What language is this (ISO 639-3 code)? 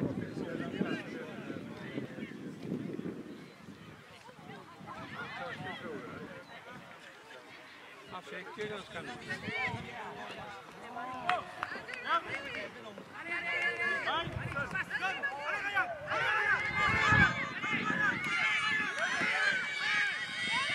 swe